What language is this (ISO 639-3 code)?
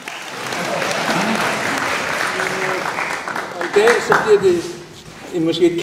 dan